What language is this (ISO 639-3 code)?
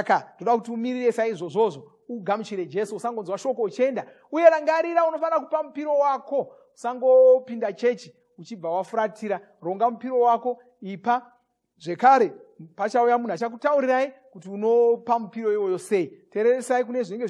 sna